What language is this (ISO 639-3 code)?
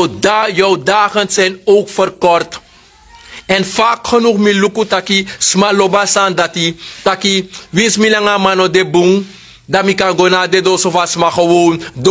srn